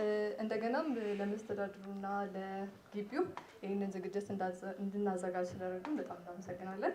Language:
Amharic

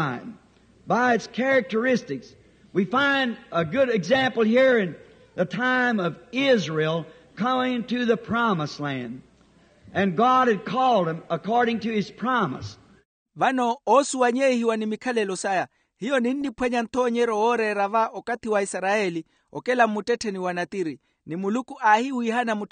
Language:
Makhuwa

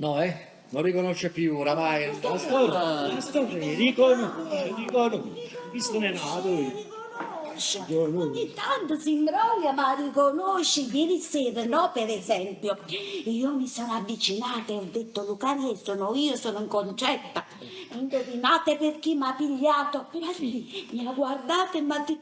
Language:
Neapolitan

